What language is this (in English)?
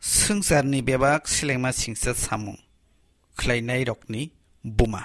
Kok Borok